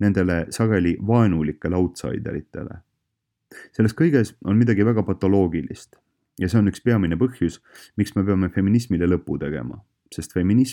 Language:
Estonian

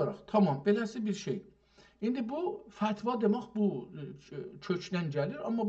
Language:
South Azerbaijani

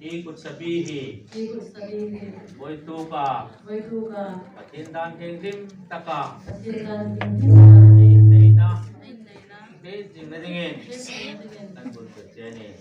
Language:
Hmar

